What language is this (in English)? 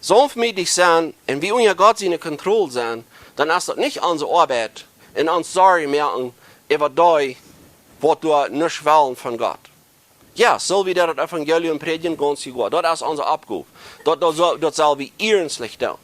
Plautdietsch